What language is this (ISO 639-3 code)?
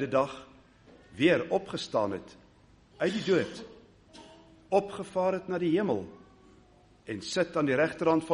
afr